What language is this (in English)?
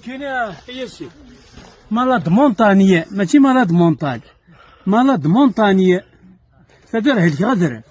Kabyle